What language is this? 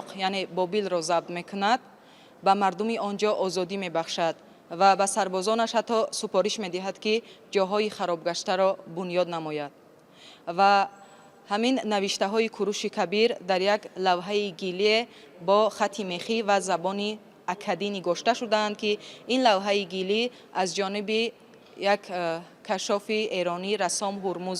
Tajik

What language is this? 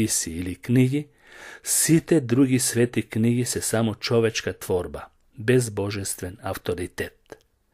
Macedonian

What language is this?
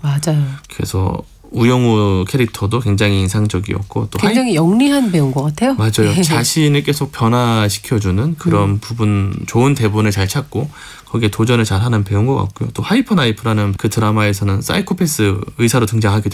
Korean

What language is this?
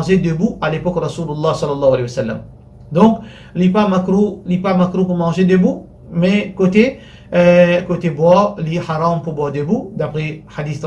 Morisyen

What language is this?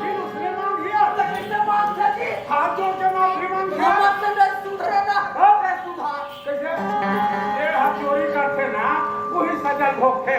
Chhattisgarhi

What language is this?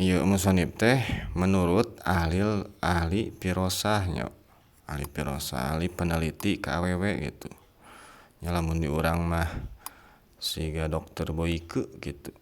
Sundanese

